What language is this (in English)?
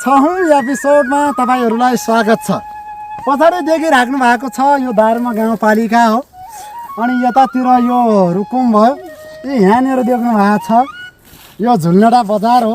Nepali